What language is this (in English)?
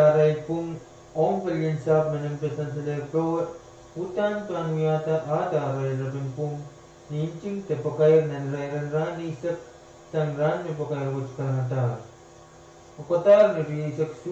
Pohnpeian